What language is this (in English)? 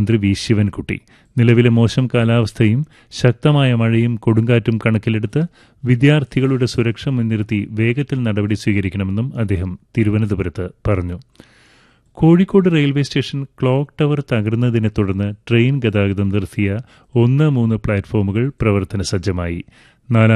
Malayalam